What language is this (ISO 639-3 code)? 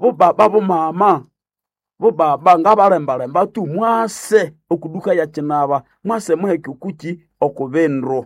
nnb